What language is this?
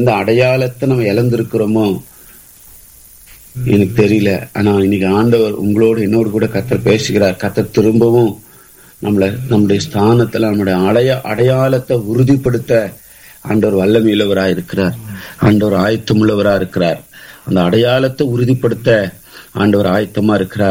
Tamil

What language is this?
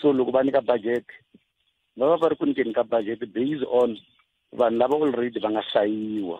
Tsonga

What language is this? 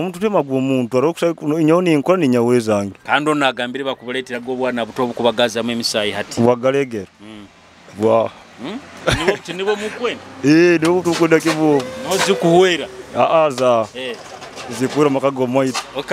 Nyoro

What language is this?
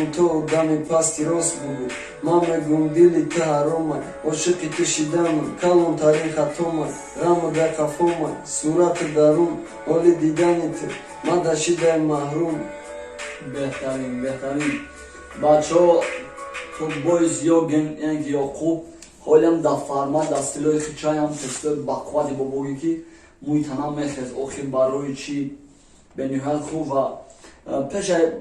Tajik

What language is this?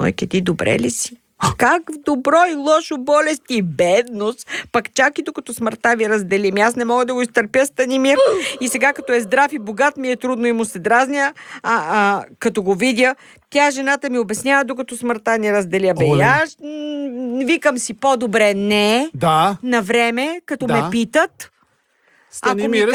Bulgarian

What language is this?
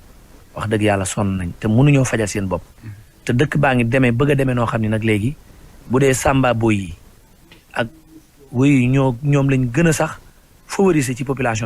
Wolof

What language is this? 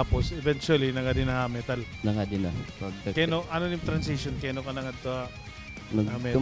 Waray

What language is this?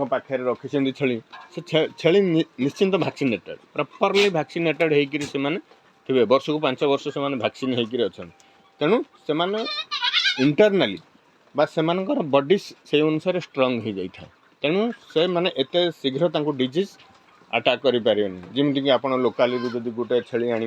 Odia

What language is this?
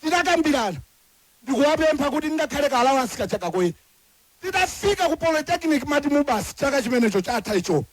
Nyanja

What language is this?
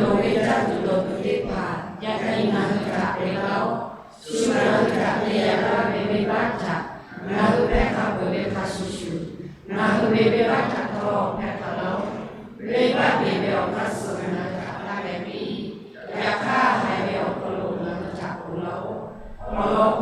Lahu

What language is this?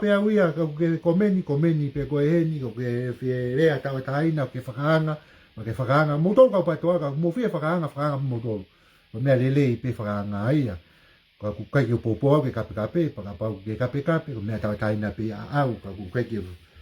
Tongan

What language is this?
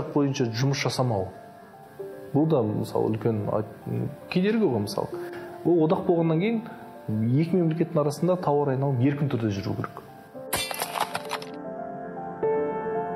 Kazakh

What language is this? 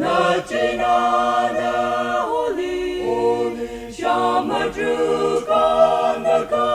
Tangkhul Naga (India)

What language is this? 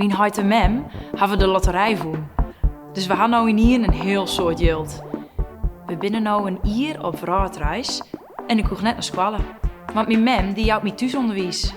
Western Frisian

